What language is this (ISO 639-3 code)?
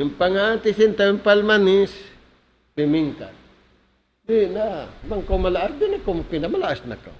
tsg